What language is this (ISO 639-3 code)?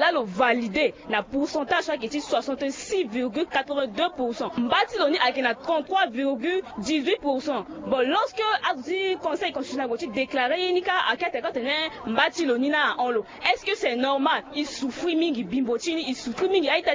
sag